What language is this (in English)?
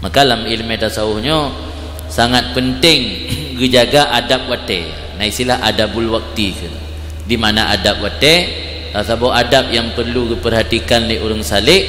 Achinese